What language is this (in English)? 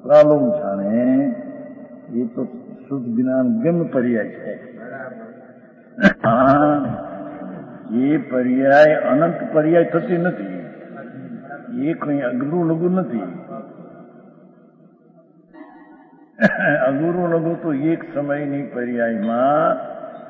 Gujarati